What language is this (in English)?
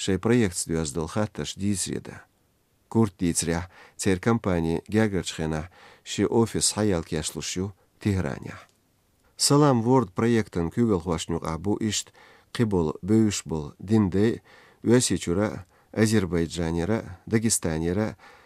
Chechen